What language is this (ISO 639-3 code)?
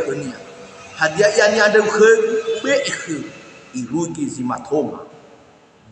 nia